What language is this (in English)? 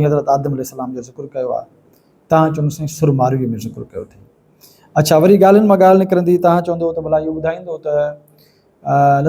Sindhi